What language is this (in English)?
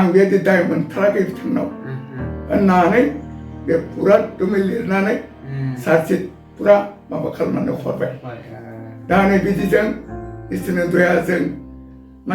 Bodo